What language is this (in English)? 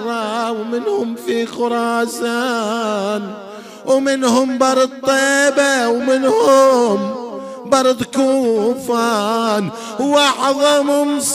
Arabic